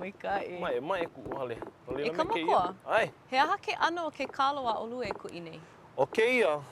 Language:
Hawaiian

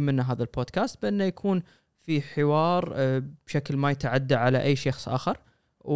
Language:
Gulf Arabic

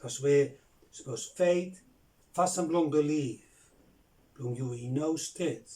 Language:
Bislama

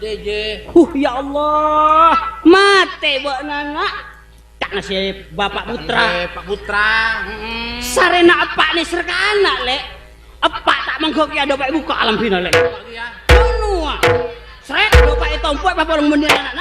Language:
Madurese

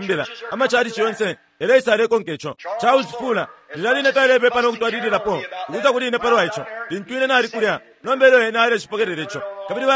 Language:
Bemba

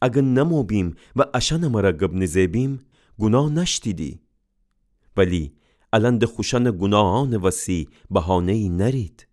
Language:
Gilaki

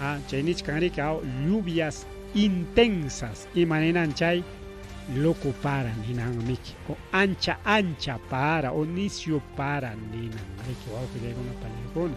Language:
Ayacucho Quechua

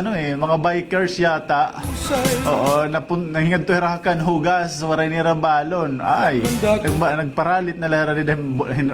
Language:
Waray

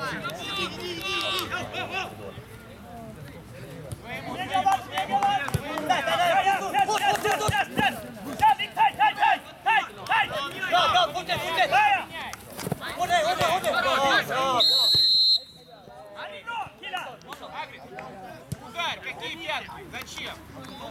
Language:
Swedish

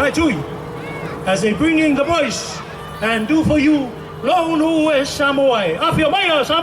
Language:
Samoan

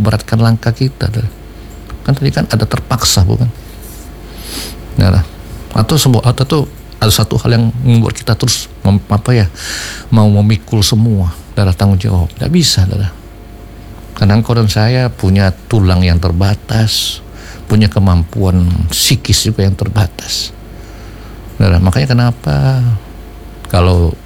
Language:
Indonesian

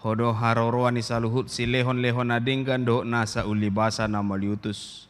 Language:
Batak Toba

